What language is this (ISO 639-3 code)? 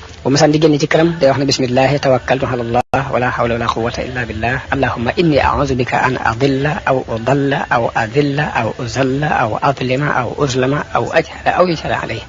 wol